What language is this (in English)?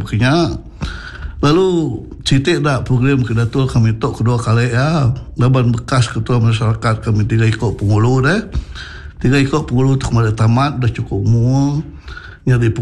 Iban